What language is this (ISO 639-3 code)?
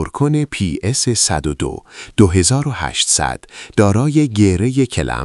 fas